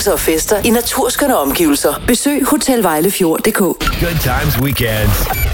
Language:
Danish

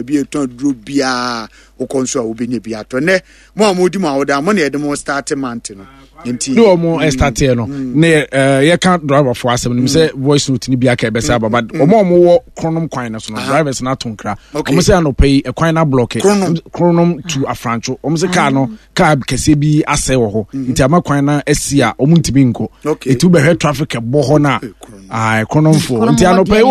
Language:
Akan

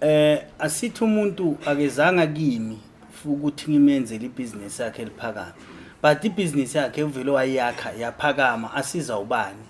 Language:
Zulu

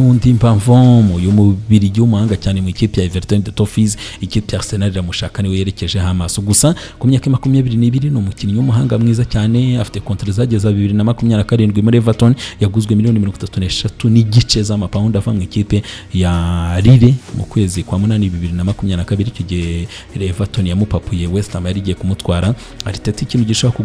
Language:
Kinyarwanda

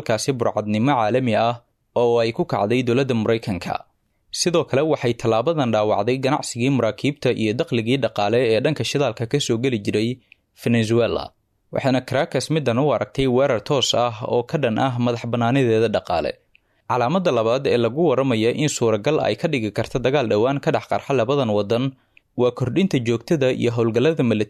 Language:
Somali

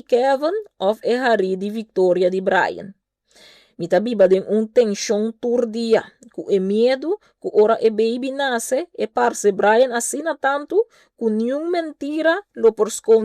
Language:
Papiamento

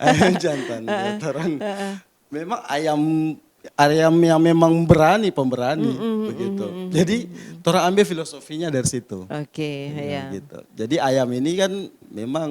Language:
Manado Malay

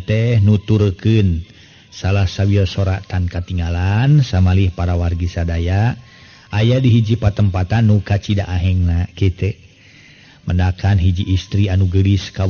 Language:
Sundanese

